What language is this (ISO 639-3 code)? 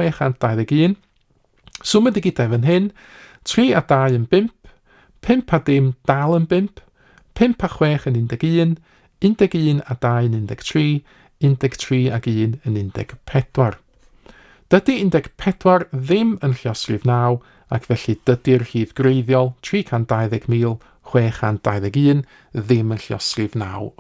cym